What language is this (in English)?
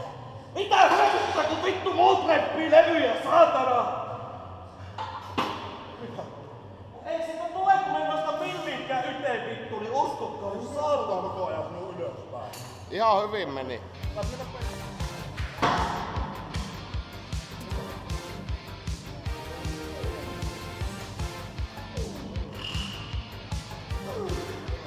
Finnish